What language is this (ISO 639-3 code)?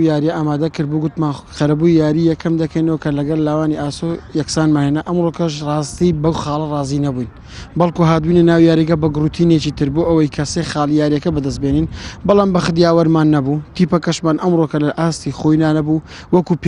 ckb